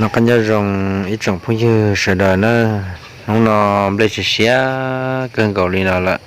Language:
Hmong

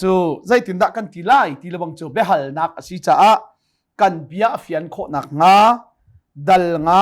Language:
Hakha Chin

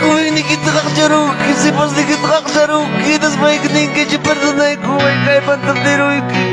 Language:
Ayacucho Quechua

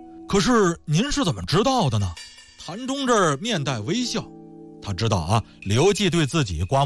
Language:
Chinese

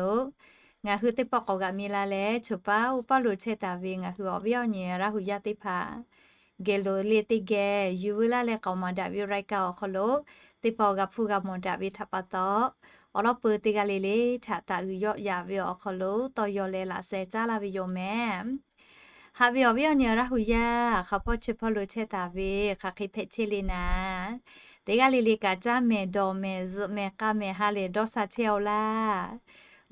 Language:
Lahu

